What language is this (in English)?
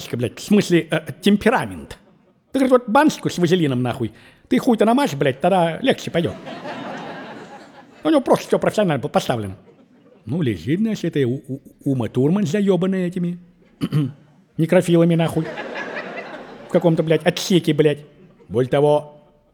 Russian